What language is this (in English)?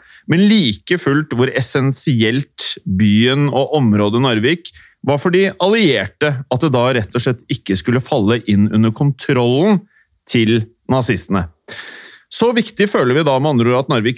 Norwegian